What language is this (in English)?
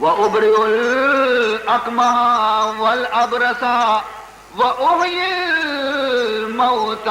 Baluchi